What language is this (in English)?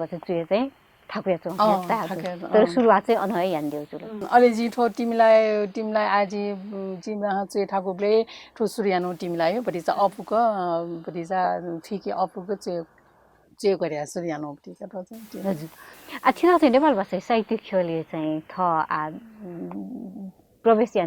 Newari